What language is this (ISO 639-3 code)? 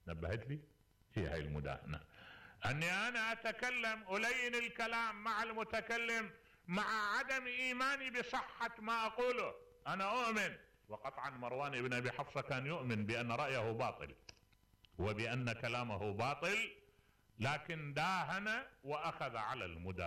acm